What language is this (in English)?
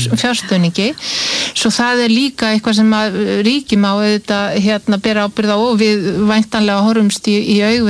Icelandic